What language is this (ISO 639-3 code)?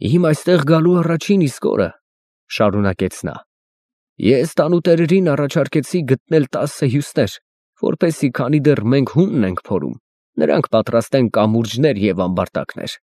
hye